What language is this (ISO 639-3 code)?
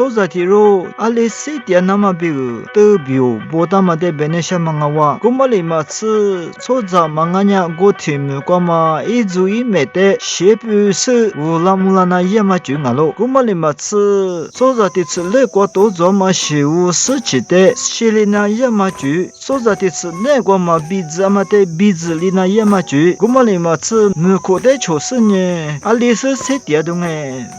lis